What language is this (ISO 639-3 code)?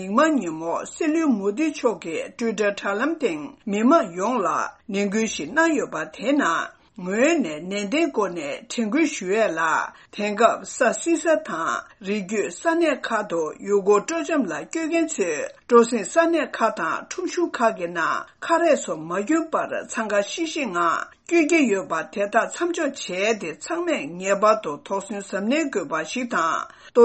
bod